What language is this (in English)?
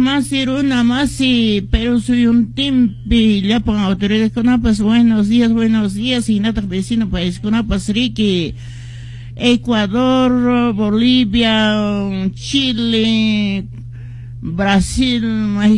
Quechua